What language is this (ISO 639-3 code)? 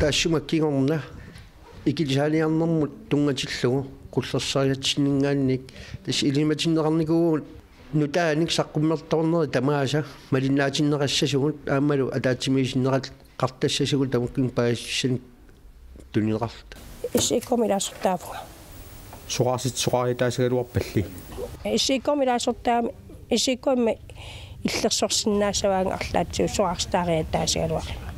kal